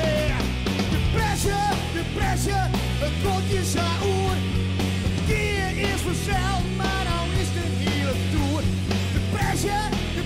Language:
Western Frisian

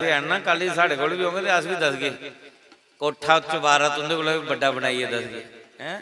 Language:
Dogri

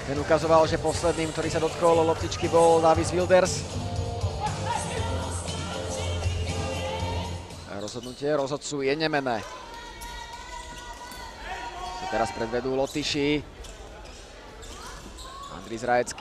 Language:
Slovak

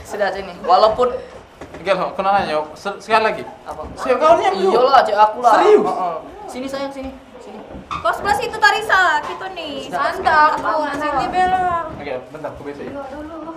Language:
Musi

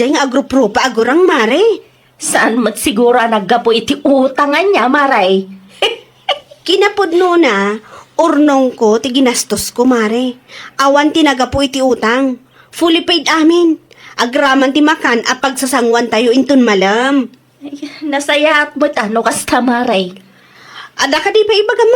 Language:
Iloko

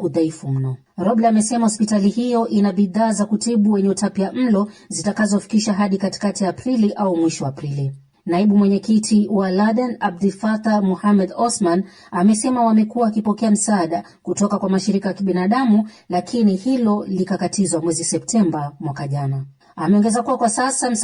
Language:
Swahili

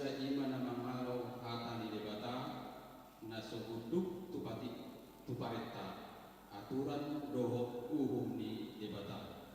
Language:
Batak Toba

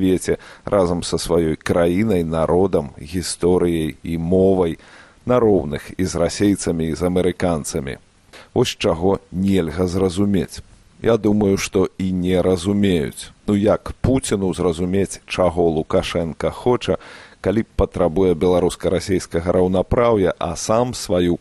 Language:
Belarusian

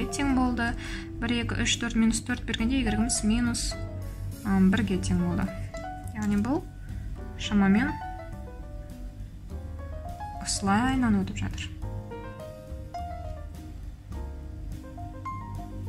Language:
Kazakh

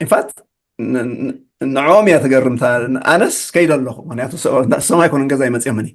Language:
Tigrinya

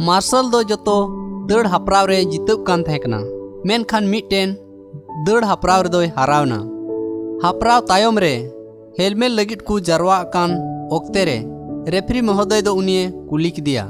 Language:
Santali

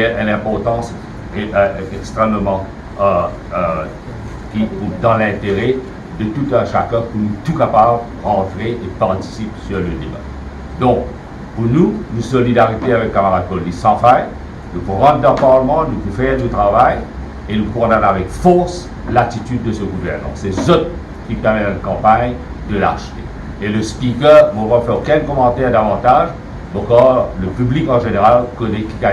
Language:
Morisyen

